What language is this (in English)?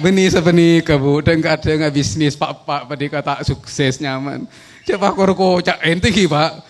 Madurese